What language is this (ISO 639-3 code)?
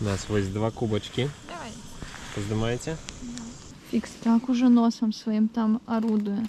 bel